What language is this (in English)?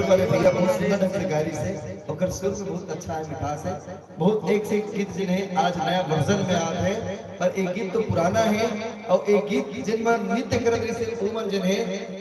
Chhattisgarhi